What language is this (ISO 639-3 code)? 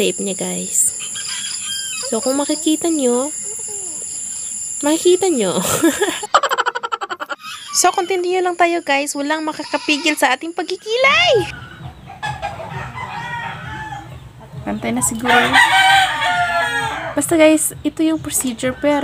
fil